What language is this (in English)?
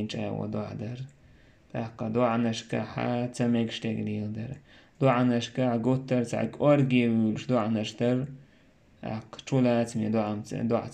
Chechen